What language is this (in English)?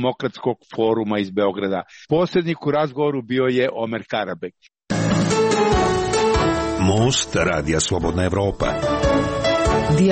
Serbian